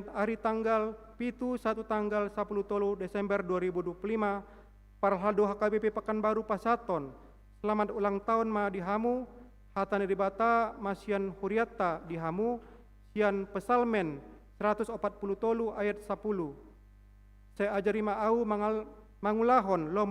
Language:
Batak Toba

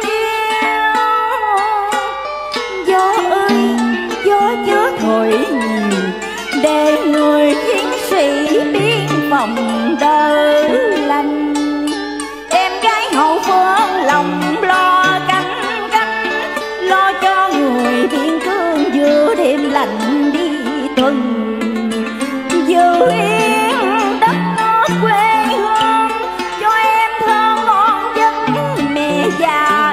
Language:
Vietnamese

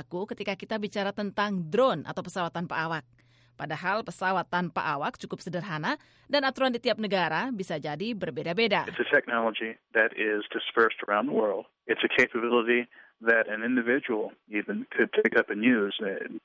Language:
Indonesian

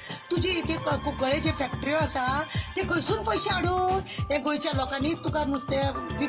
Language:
Konkani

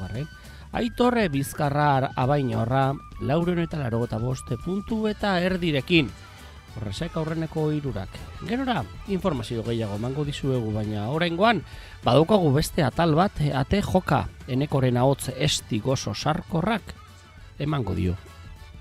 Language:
Basque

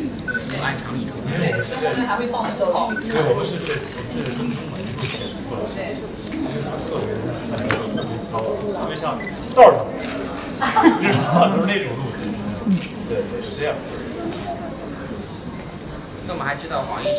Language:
Chinese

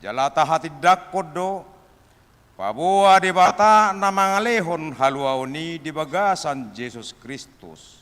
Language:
Batak Toba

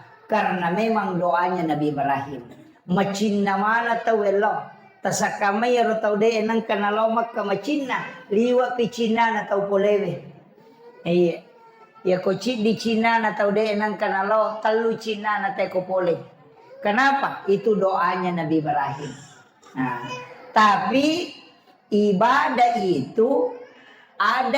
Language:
Buginese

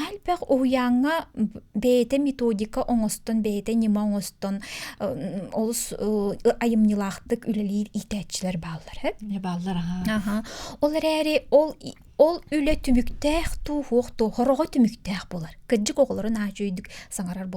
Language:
Yakut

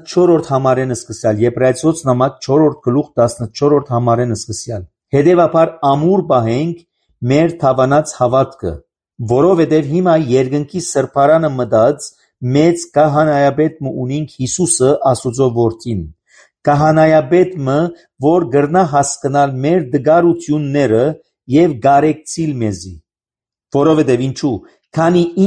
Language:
Armenian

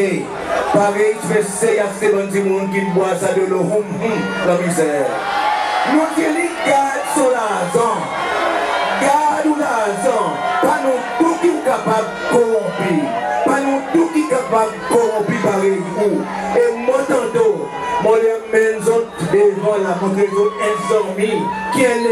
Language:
Seselwa Creole French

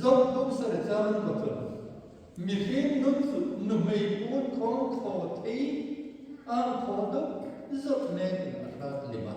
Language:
Hmar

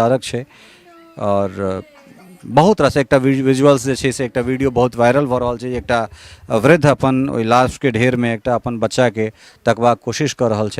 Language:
Maithili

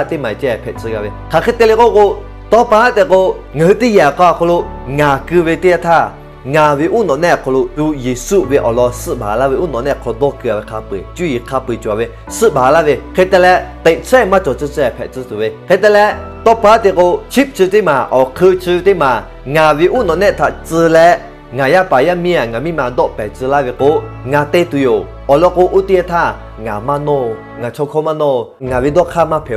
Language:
Lahu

